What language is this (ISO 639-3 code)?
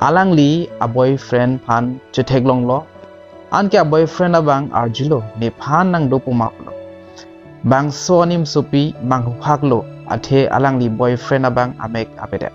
mjw